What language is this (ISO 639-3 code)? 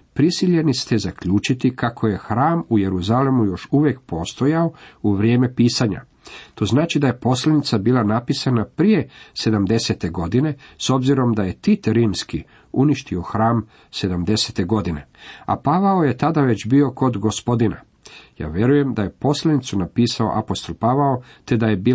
hrv